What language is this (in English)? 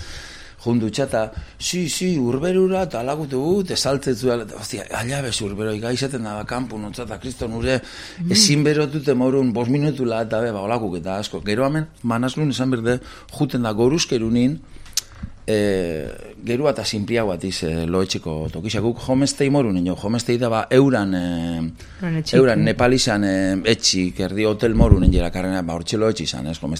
Basque